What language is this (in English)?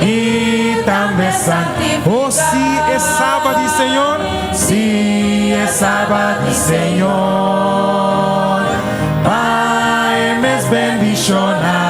Papiamento